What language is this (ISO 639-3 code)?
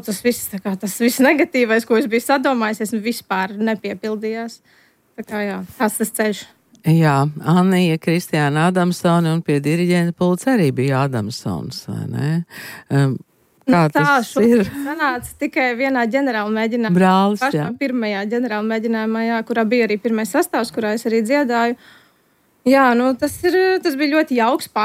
lav